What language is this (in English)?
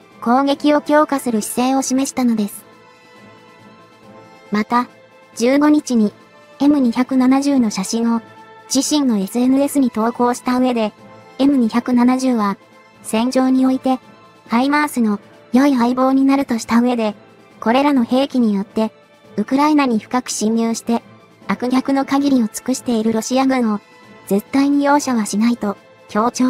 Japanese